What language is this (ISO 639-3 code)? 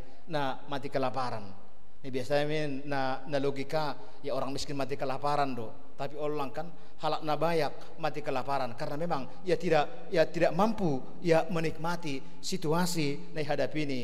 bts